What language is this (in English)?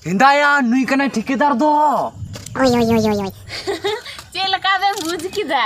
Santali